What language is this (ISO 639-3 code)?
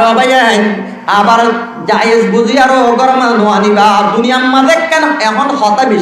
rhg